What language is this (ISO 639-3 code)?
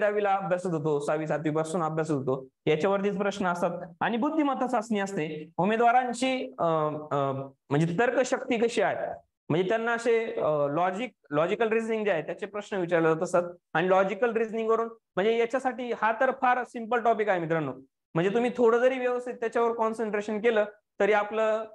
mar